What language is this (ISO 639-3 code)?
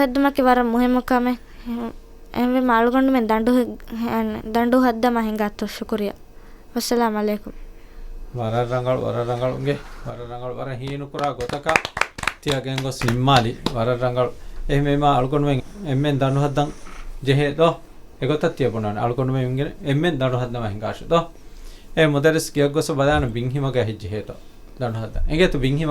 div